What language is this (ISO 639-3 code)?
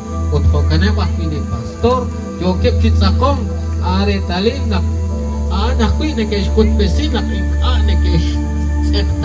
kek